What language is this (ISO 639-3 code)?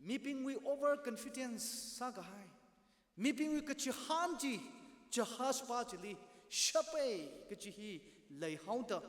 nmf